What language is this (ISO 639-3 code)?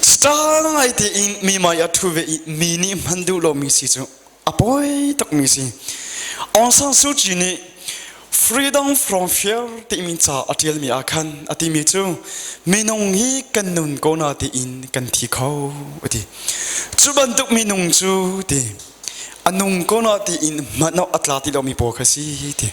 cnh